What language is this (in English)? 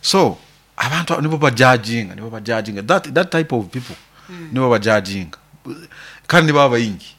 Nyoro